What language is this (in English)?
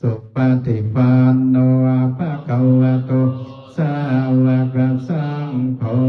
Pali